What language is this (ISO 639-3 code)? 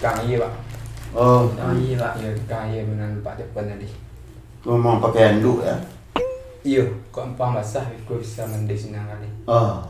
min